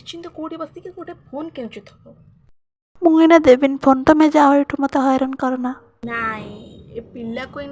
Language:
Odia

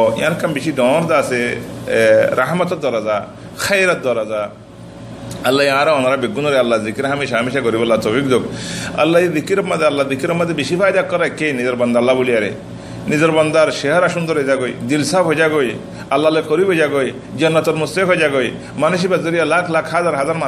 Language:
Rohingya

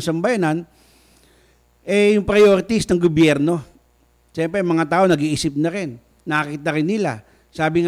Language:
Filipino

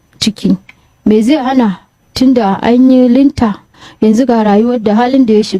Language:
Hausa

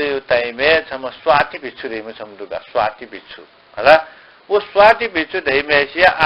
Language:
Newari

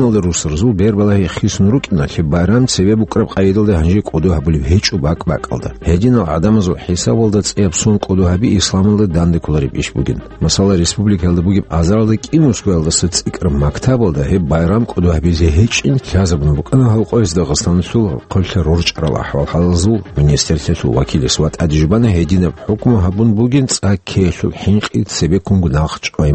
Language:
Avaric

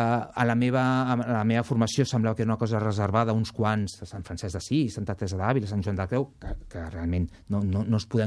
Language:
Catalan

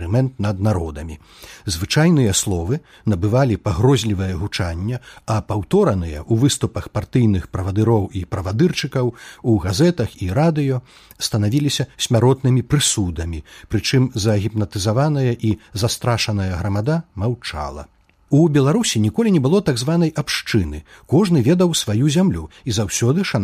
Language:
Belarusian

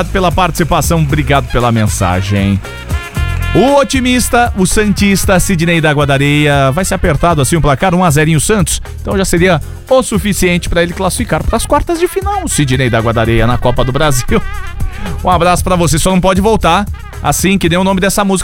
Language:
Portuguese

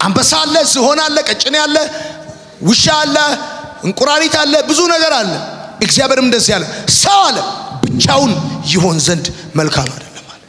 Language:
Amharic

